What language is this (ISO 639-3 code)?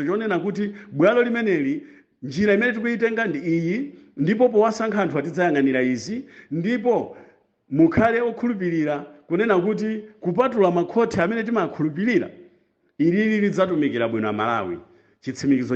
nya